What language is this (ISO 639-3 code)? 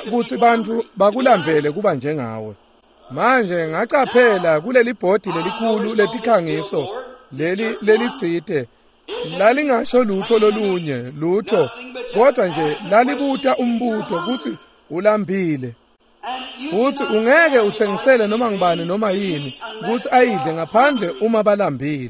ssw